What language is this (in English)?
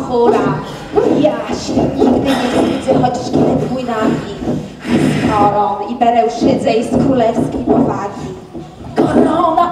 Polish